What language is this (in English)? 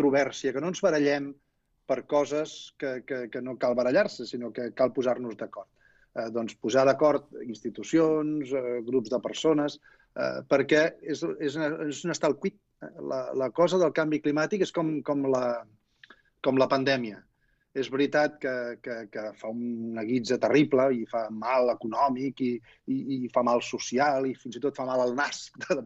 Catalan